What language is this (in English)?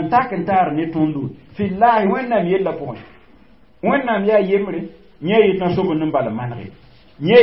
Mossi